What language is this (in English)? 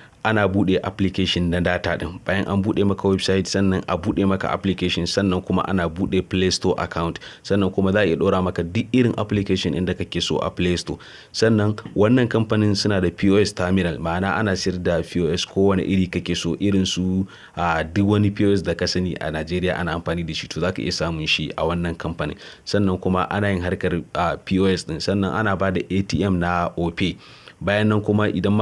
Hausa